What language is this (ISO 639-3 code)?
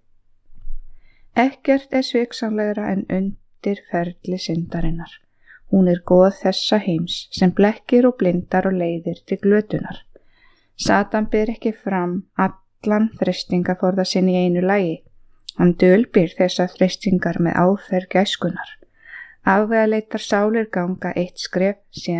isl